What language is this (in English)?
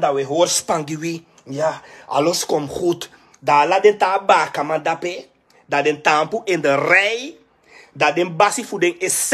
Sranan Tongo